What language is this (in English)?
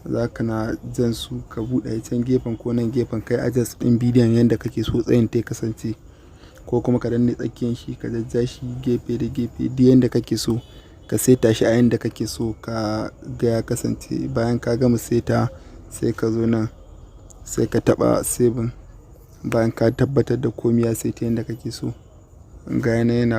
Hausa